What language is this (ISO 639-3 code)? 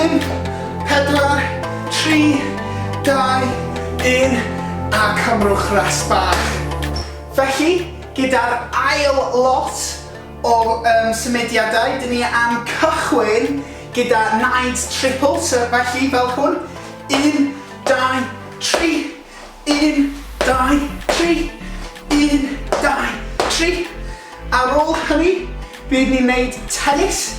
cym